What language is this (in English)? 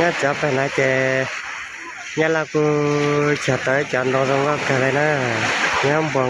Hmong